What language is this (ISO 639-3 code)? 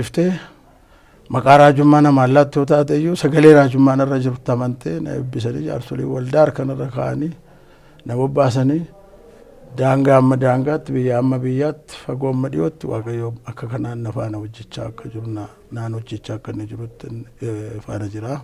orm